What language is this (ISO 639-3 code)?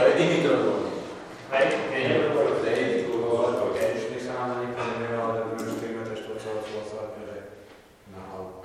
slk